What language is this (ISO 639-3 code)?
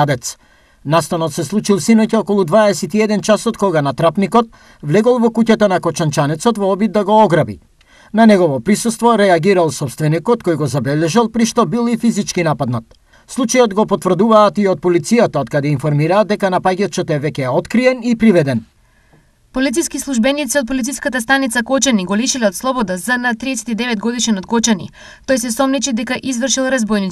mkd